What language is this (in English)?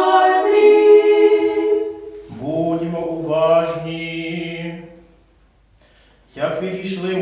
Ukrainian